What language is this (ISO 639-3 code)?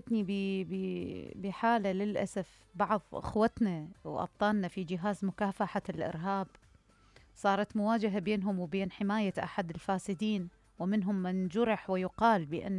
acm